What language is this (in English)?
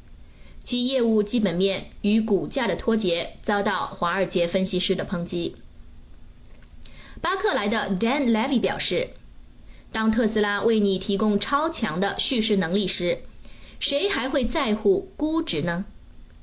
Chinese